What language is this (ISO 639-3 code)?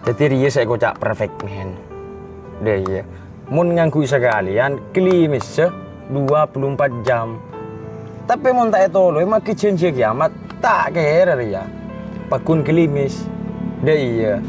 mad